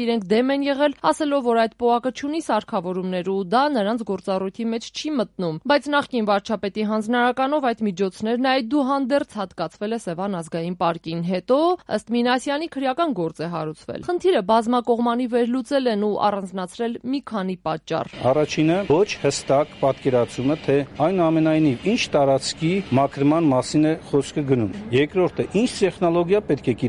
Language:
Armenian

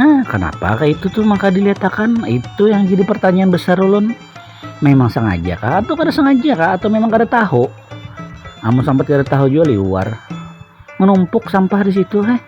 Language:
Banjar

